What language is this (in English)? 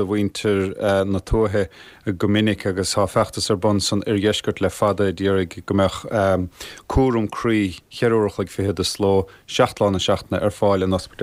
Irish